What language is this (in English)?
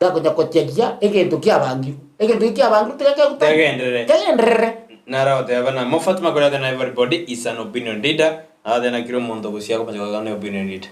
Gusii